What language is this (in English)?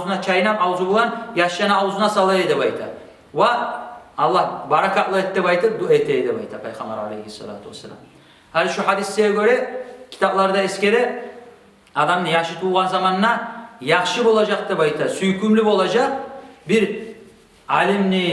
Kumyk